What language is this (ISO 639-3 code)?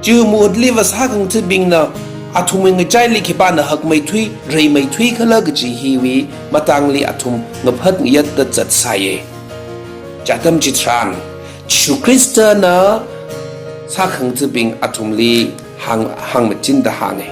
nmf